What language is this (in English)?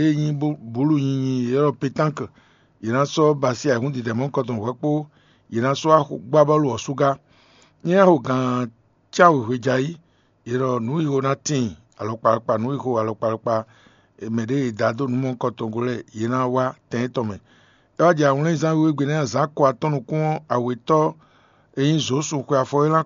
Fon